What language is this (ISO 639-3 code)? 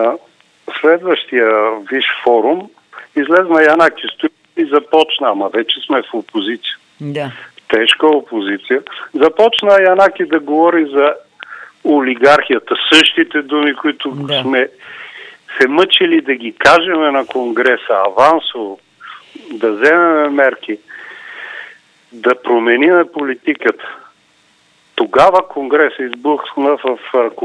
bul